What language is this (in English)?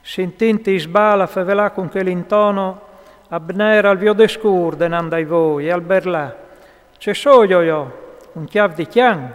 Friulian